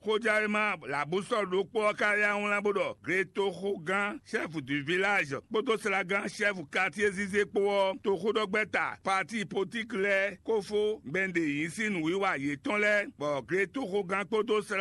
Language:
Fon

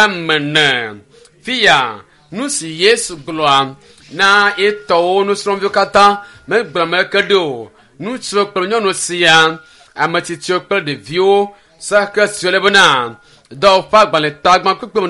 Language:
Ewe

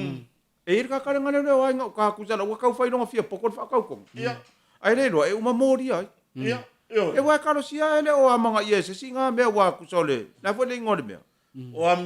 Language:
Samoan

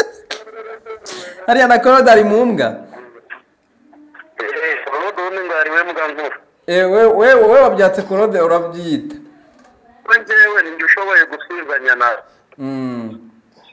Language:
Kinyarwanda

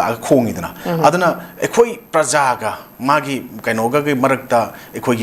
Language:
Manipuri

